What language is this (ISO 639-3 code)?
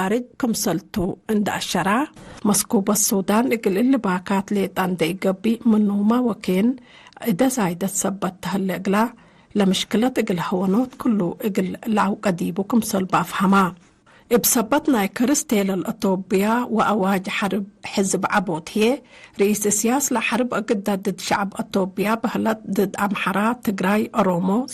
tig